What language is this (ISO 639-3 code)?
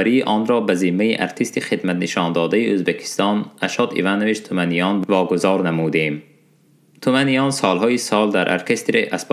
tgk